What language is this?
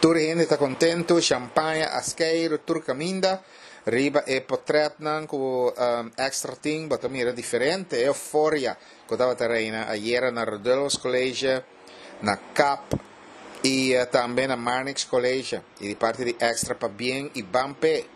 Papiamento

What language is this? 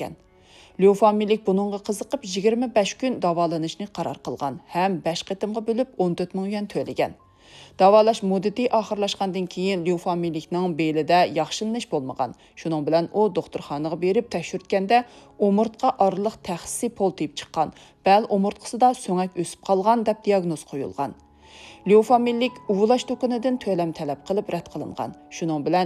Uyghur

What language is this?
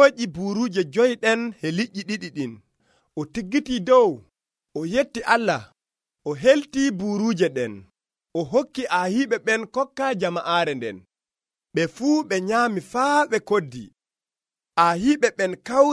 Nigerian Fulfulde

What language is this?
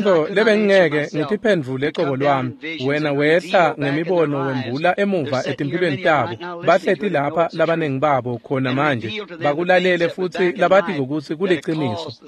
Swati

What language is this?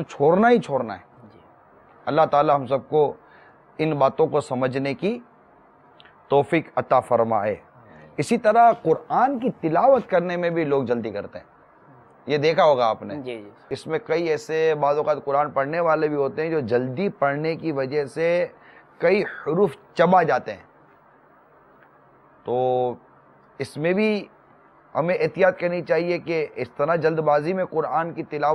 Urdu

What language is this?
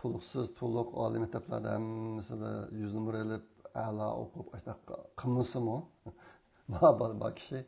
Uyghur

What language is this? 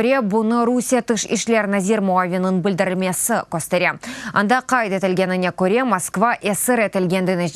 Crimean Tatar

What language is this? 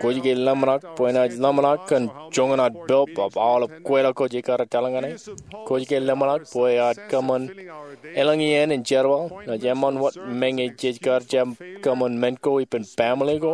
Marshallese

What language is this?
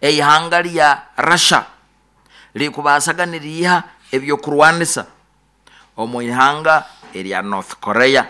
Nyoro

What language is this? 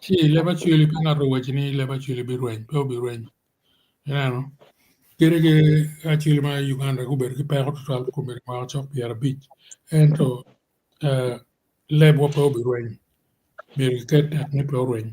Acoli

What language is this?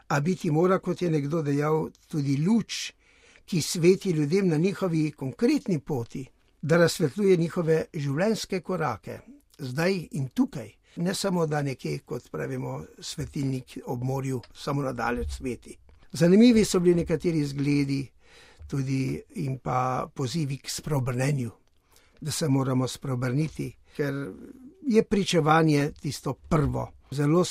Slovenian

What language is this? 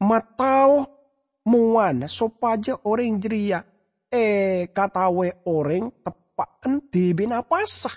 Madurese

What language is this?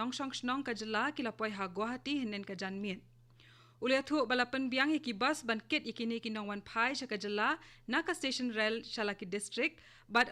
Khasi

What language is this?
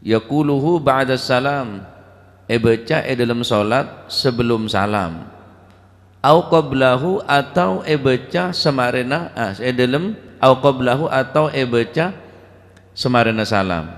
Madurese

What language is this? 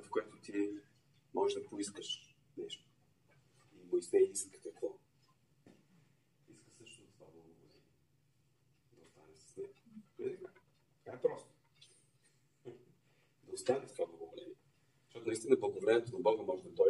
Bulgarian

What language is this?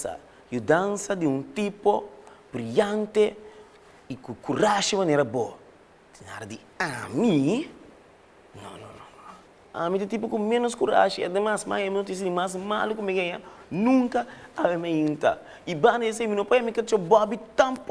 Papiamento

